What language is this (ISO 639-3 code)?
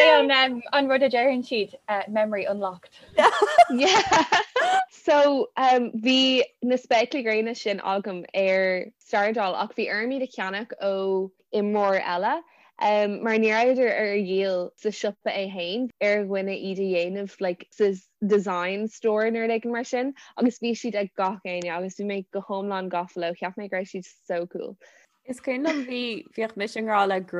gle